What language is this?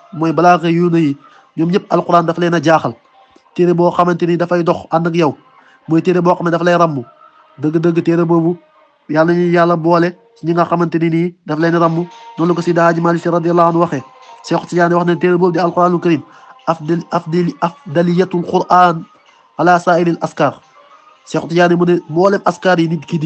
Wolof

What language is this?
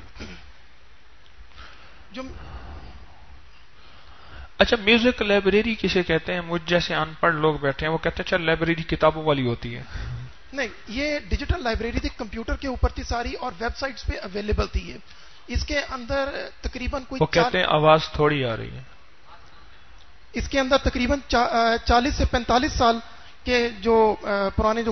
Urdu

